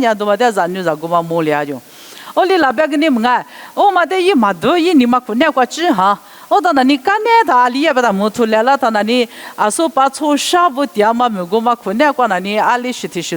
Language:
Lisu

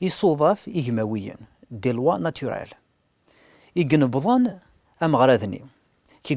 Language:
Kabyle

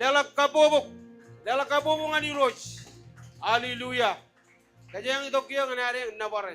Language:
Marshallese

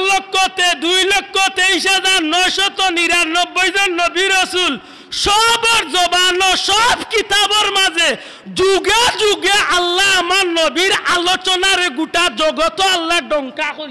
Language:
Sylheti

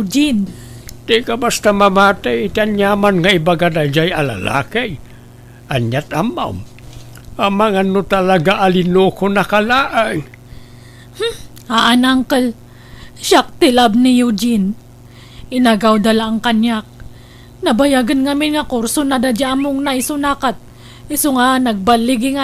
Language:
Iloko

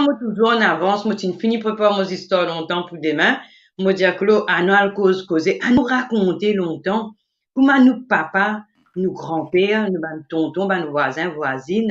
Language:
Morisyen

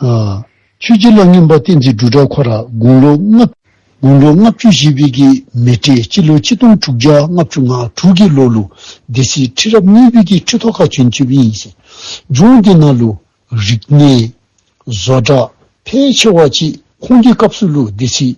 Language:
Dzongkha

